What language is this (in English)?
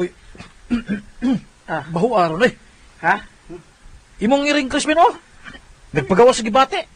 Cebuano